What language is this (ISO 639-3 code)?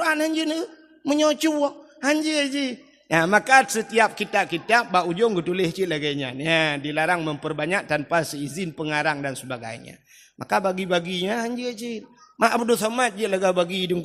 ace